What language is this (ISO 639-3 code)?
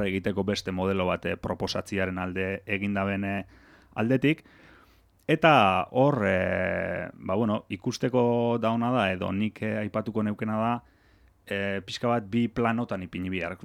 eus